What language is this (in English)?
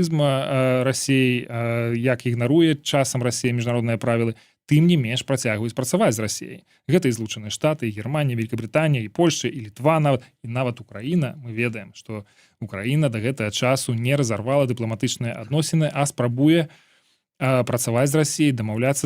Belarusian